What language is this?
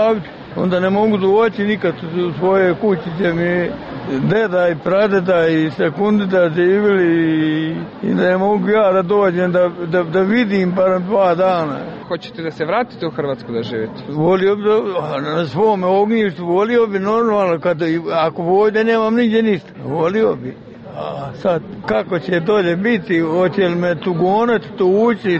Serbian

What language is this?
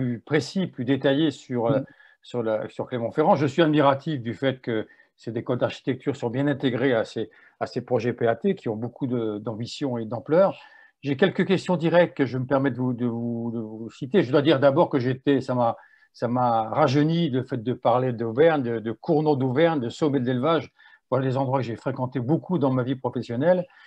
French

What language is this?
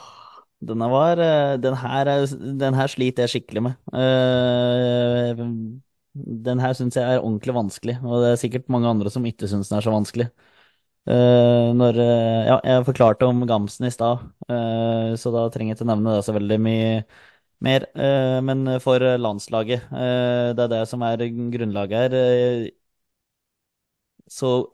Norwegian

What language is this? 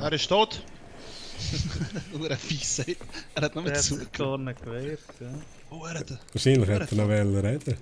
Swiss German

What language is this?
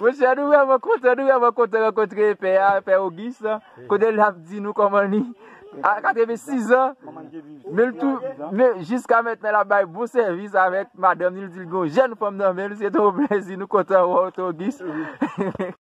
Haitian Creole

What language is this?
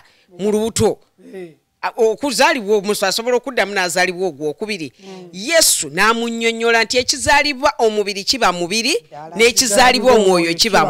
Ganda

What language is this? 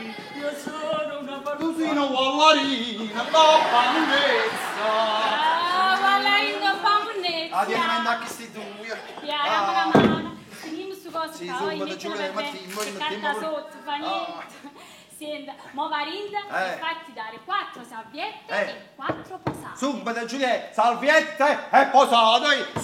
Neapolitan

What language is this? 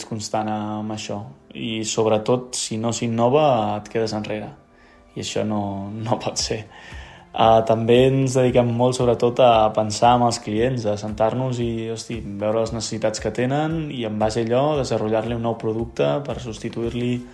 Catalan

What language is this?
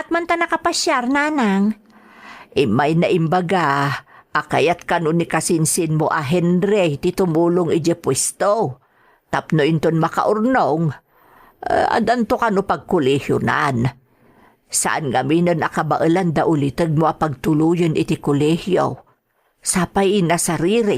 Iloko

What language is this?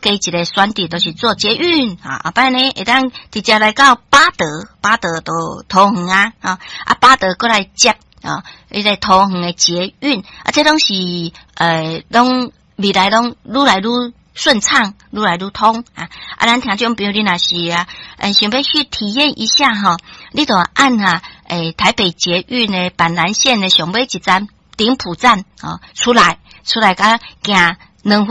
Min Nan Chinese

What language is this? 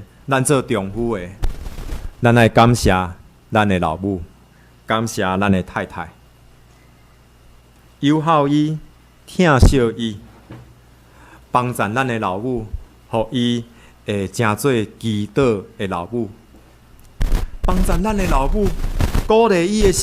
Min Nan Chinese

